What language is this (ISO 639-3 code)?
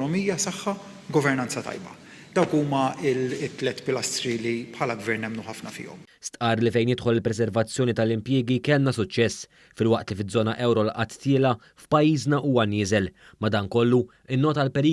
mlt